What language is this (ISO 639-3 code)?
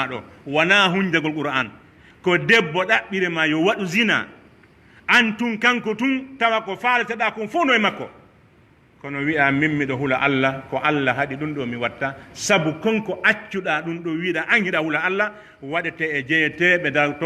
fuf